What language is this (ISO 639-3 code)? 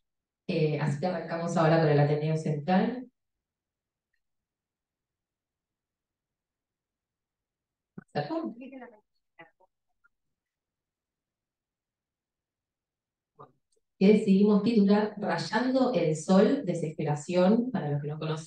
spa